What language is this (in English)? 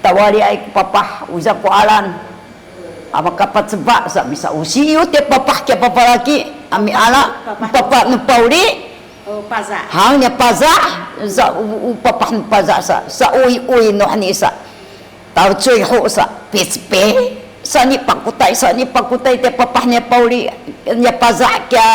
Sakizaya